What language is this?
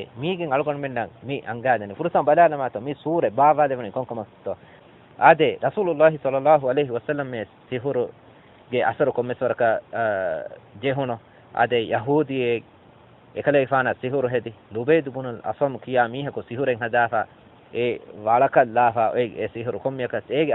Divehi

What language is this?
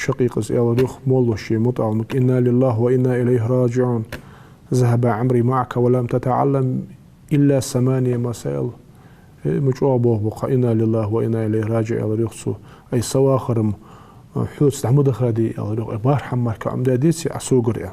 Ingush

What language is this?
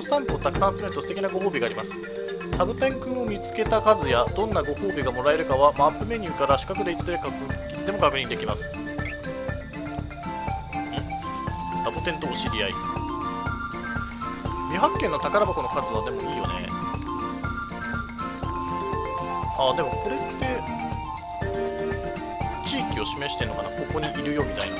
Japanese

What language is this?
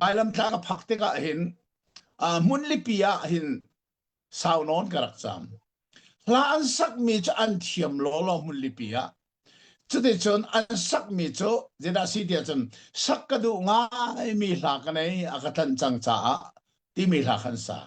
Hakha Chin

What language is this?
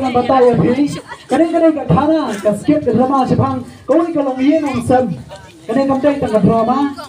Khasi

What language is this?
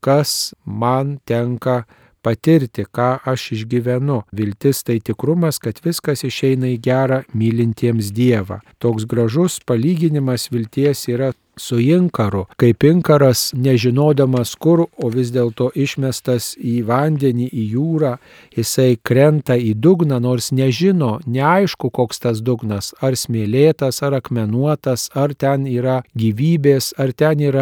Lithuanian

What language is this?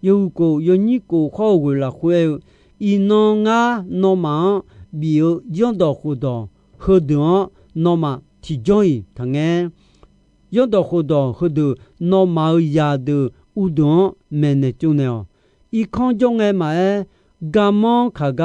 Akha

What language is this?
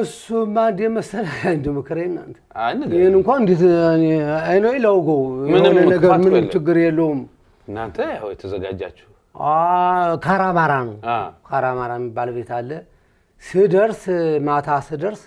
Amharic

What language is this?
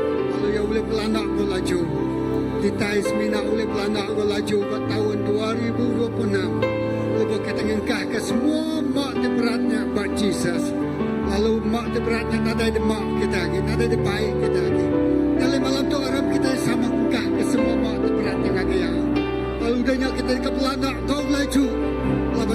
Iban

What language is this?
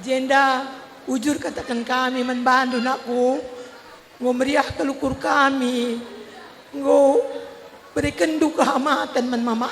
Batak Karo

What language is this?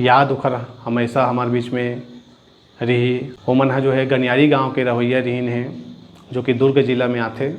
Chhattisgarhi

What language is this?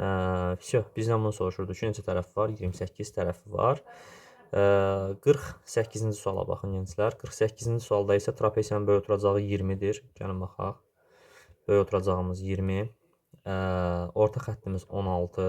Azerbaijani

